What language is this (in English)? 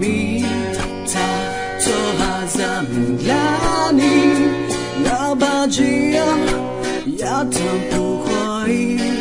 Akha